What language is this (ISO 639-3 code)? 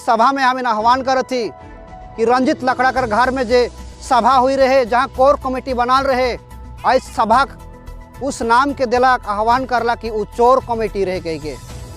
sck